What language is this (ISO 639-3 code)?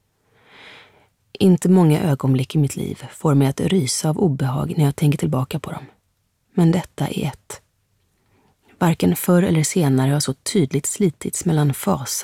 swe